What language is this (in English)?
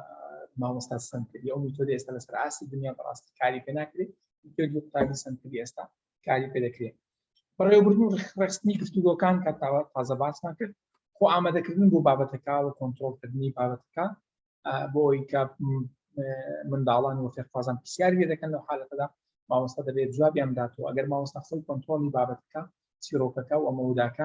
Central Kurdish